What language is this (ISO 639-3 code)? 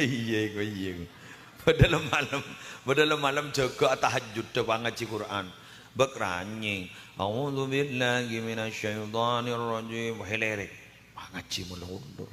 mad